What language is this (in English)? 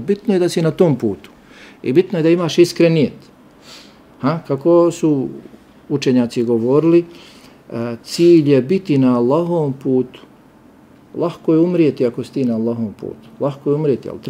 Bosnian